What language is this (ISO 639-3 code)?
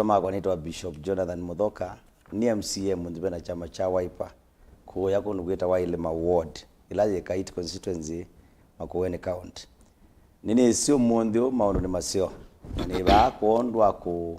kam